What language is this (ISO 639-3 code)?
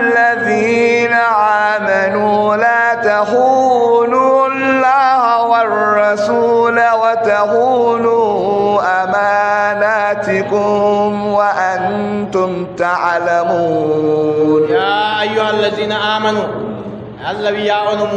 fub